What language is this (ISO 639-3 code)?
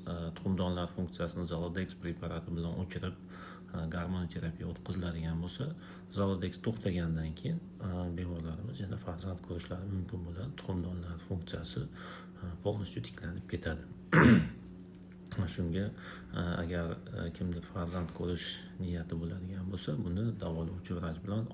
uzb